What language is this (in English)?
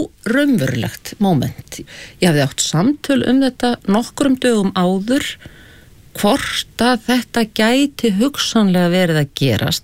Icelandic